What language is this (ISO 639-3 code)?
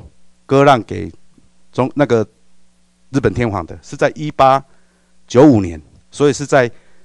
zho